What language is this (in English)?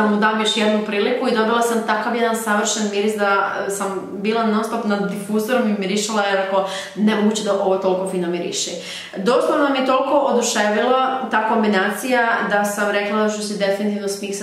Croatian